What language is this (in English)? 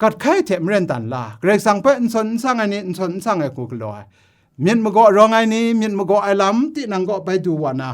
Kachin